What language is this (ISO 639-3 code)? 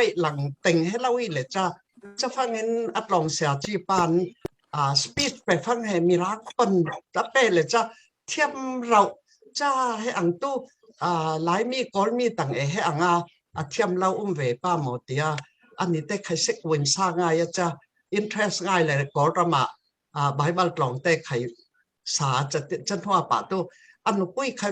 cfm